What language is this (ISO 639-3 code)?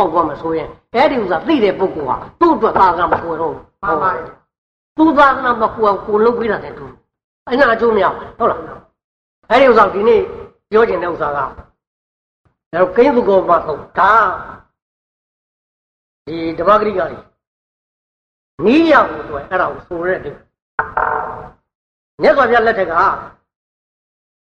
mya